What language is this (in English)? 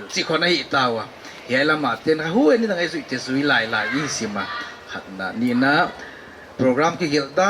Paite Chin